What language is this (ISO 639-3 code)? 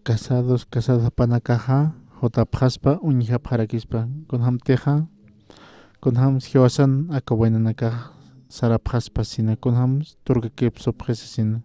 aym